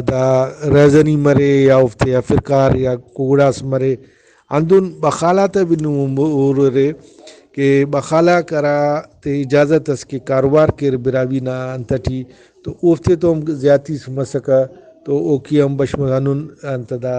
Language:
Brahui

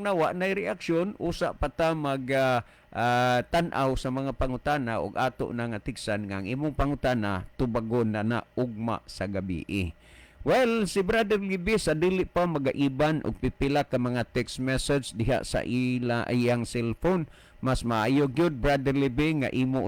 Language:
Cebuano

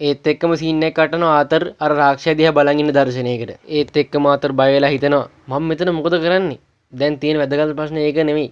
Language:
Sinhala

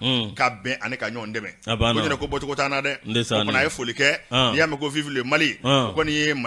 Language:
Bambara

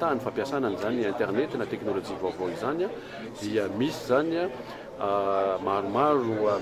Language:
Malagasy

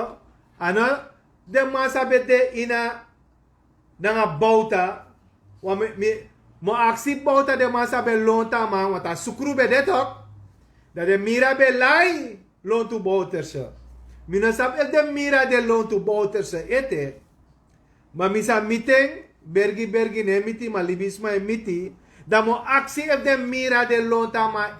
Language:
Sranan Tongo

